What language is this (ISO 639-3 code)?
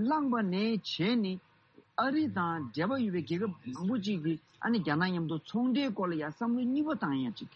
bod